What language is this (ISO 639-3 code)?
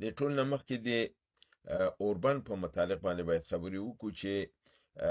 pus